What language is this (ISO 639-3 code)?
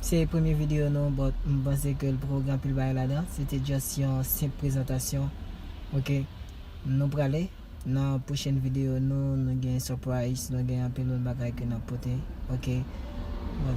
hat